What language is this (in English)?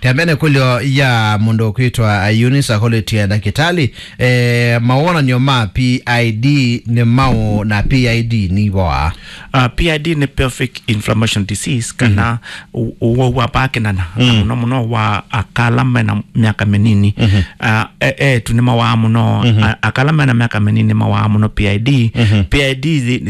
Kamba